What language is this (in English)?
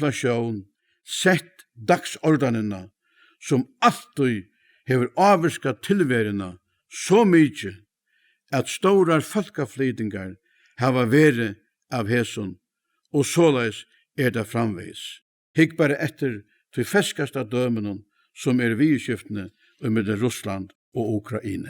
Faroese